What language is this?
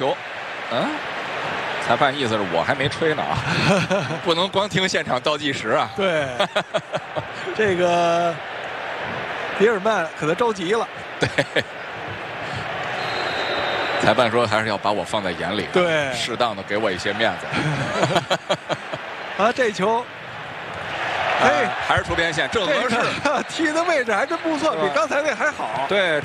Chinese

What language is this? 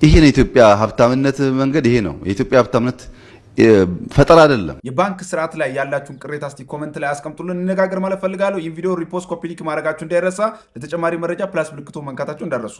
Amharic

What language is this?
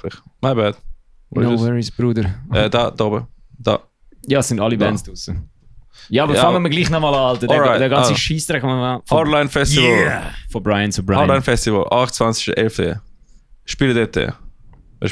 Swiss German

